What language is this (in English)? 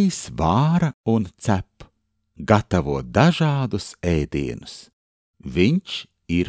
Latvian